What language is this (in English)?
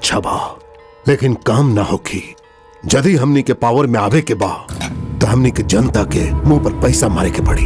Bhojpuri